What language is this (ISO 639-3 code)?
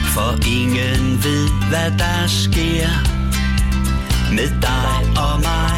dan